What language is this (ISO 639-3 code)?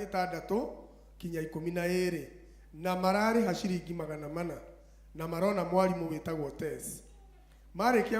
kik